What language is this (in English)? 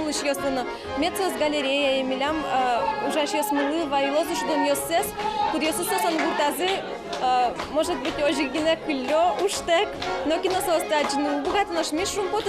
Udmurt